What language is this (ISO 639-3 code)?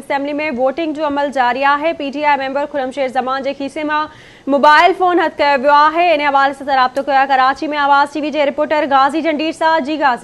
snd